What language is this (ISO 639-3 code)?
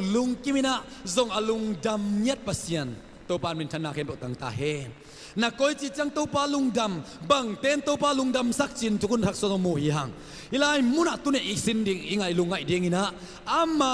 ctd